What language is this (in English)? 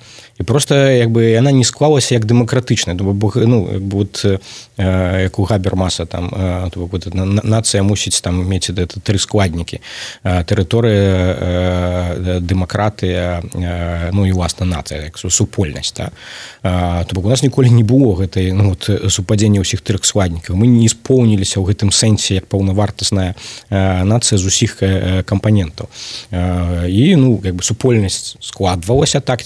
Belarusian